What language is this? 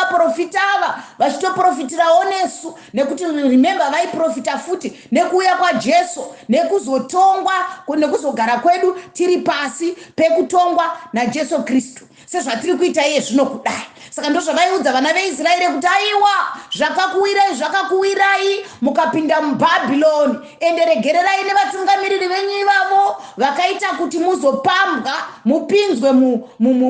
Shona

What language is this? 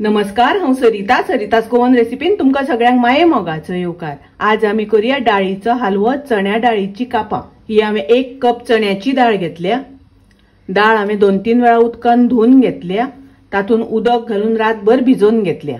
Konkani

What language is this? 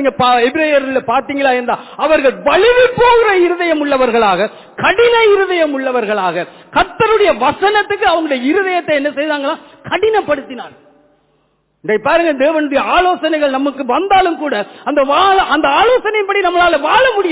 Tamil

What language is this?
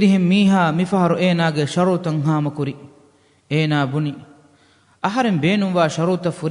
Divehi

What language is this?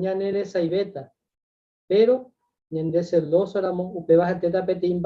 Guarani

